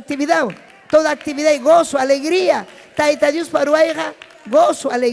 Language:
Ayacucho Quechua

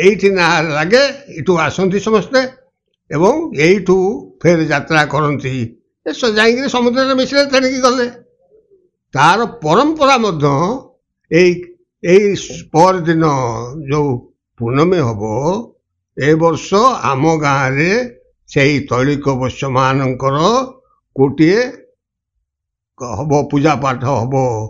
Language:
Odia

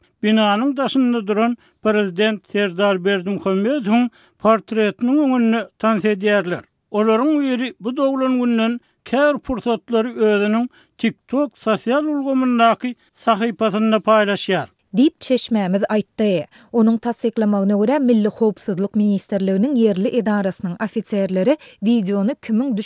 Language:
Turkmen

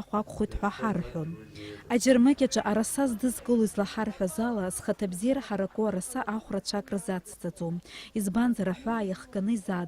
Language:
Abkhazian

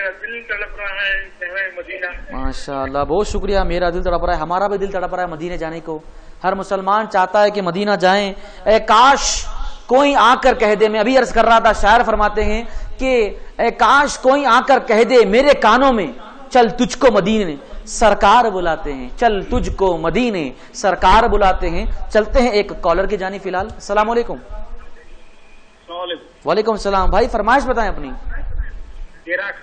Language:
Urdu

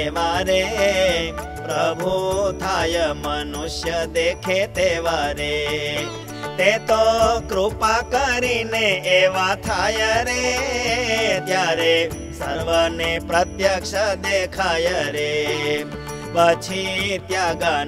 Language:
Gujarati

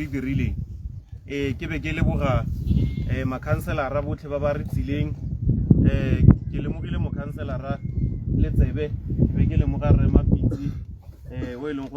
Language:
Tswana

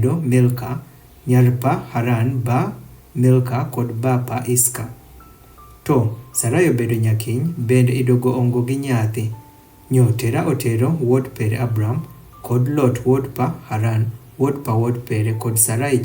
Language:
Adhola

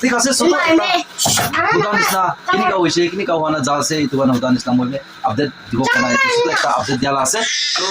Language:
Naga Pidgin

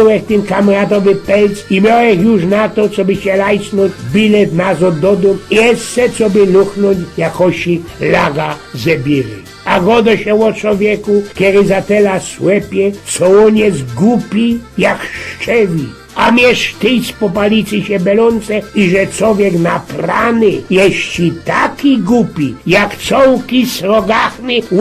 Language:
Silesian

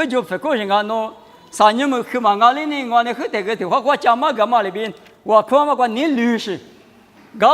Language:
Lisu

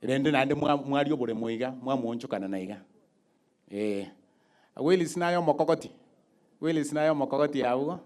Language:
Gusii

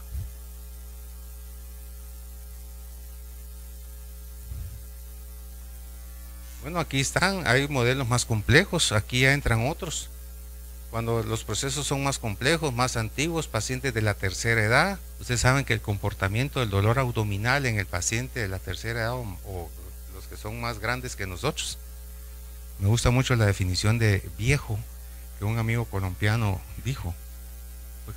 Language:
Spanish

